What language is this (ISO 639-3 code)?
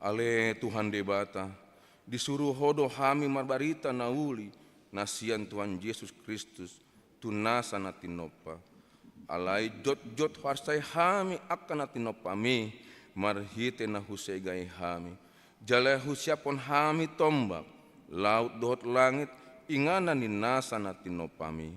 bbc